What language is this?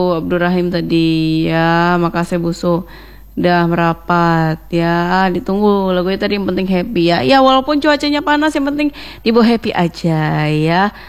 Indonesian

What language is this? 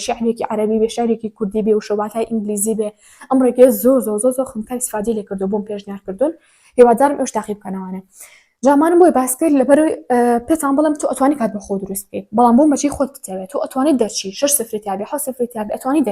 Central Kurdish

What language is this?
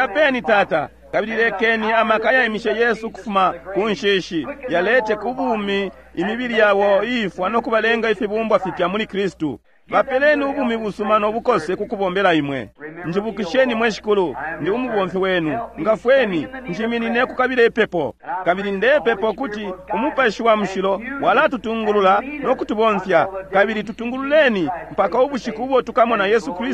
Bemba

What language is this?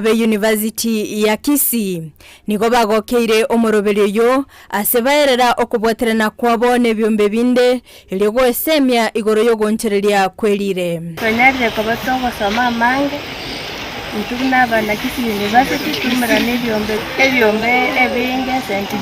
Gusii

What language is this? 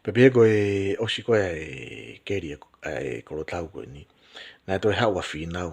Tongan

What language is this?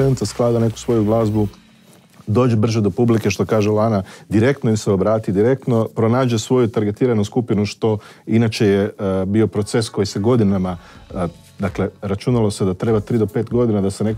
Croatian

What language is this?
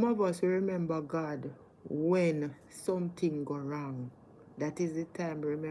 Jamaican Creole English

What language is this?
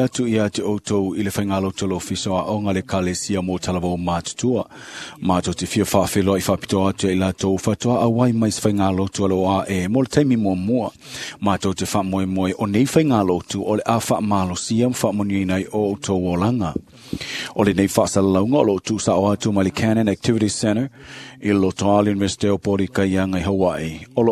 Samoan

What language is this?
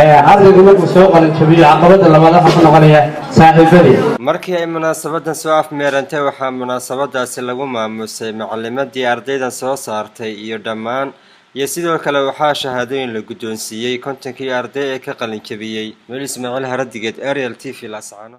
Somali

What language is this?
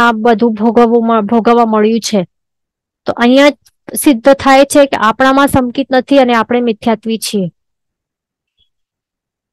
Gujarati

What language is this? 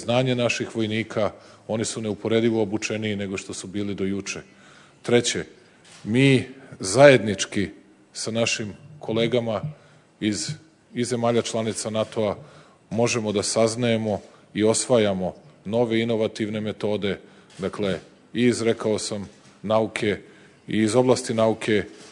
Serbian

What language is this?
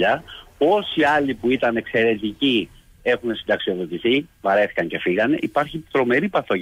Greek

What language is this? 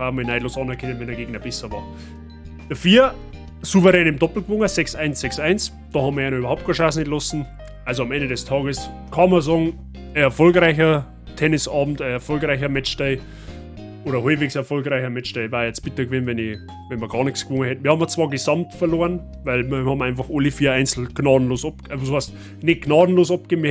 Bavarian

